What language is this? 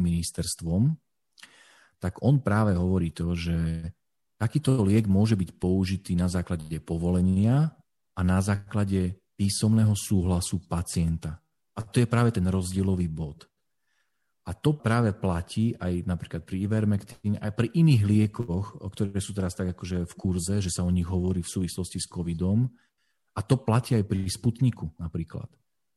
Slovak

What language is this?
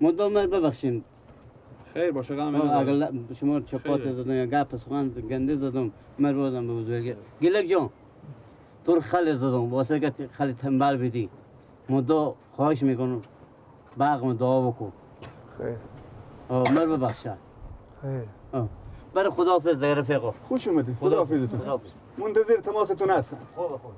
Persian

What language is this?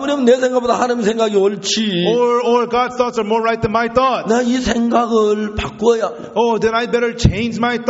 Korean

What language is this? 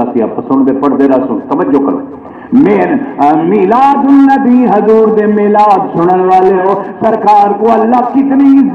Saraiki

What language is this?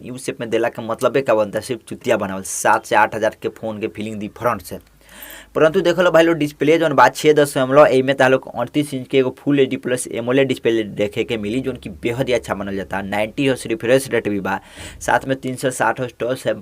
Bhojpuri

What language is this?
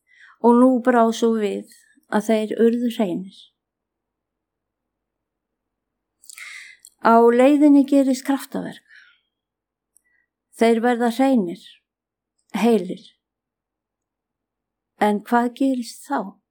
Icelandic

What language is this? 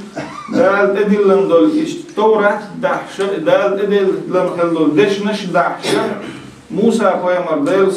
Chechen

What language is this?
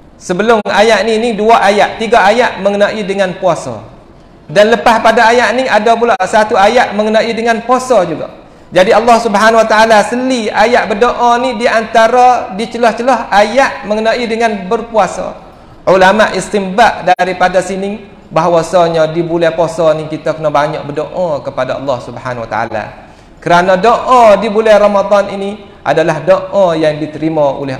Malay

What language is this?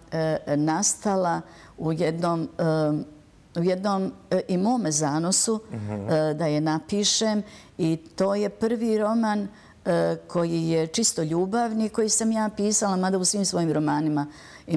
Bosnian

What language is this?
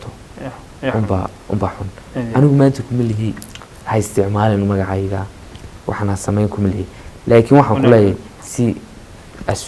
Somali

